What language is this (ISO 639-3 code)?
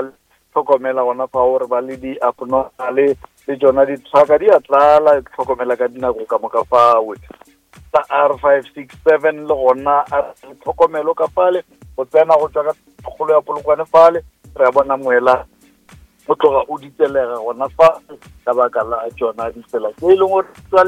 nso